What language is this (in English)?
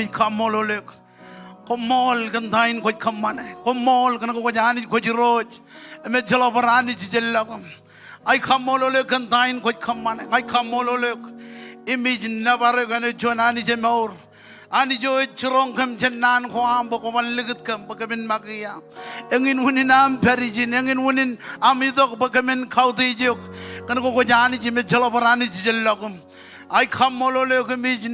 Marshallese